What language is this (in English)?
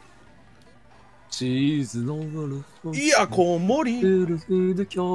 Japanese